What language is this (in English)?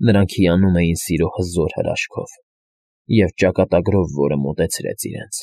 Armenian